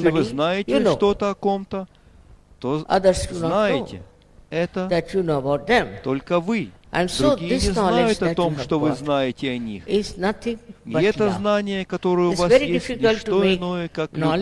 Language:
Russian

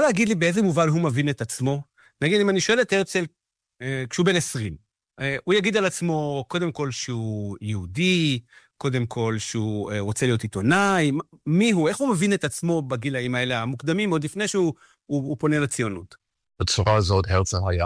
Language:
Hebrew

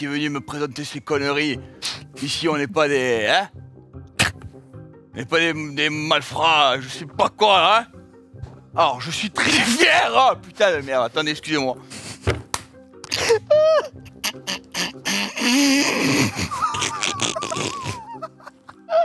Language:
French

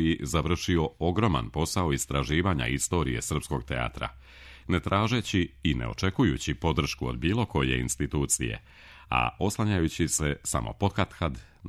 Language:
Serbian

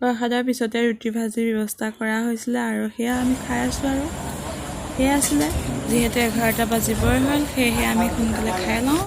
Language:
Assamese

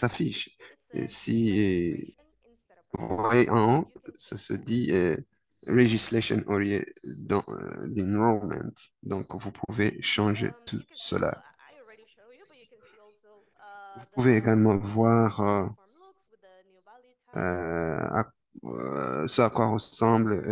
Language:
French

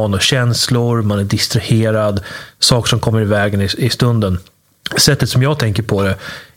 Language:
Swedish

